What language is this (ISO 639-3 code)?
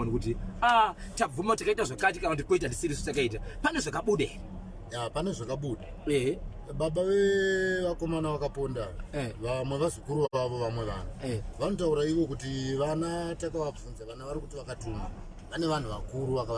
sna